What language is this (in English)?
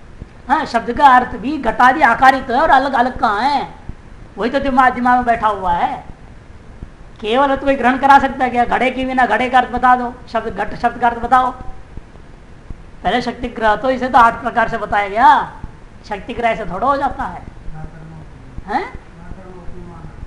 Hindi